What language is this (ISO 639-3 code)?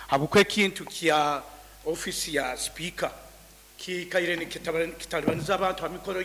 nyo